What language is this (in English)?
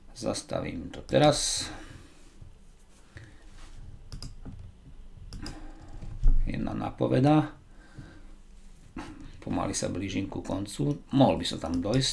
Slovak